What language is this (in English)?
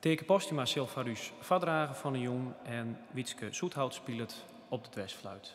Western Frisian